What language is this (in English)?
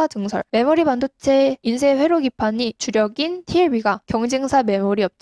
Korean